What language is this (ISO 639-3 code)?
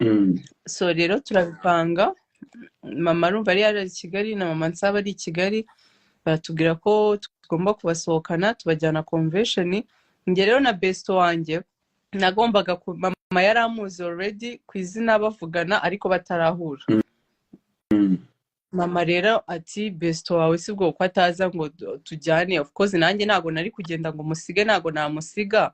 kin